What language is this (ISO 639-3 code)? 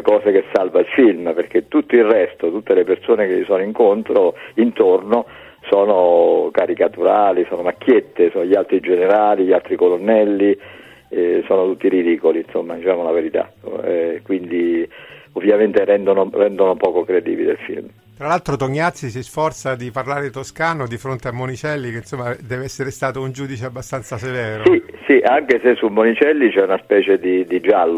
ita